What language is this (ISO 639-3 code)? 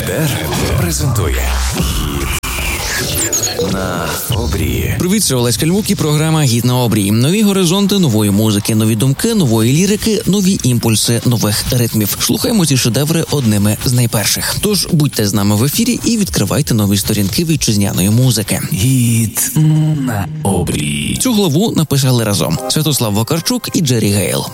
ukr